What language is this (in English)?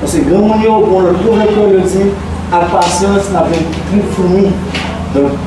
Haitian Creole